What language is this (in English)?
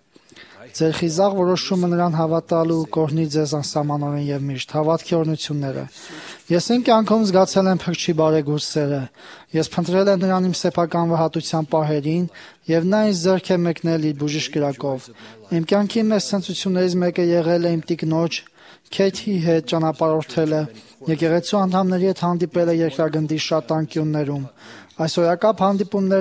Armenian